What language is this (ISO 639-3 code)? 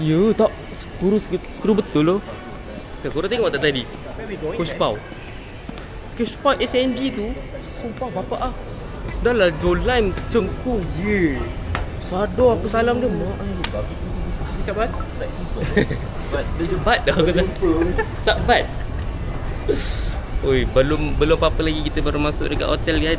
msa